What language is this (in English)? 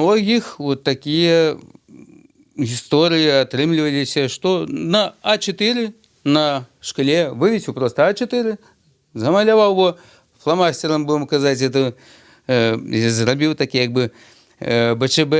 Belarusian